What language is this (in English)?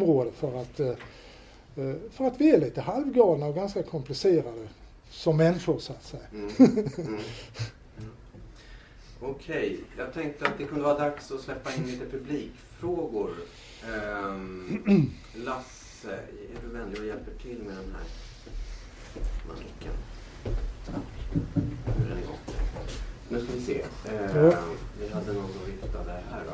Swedish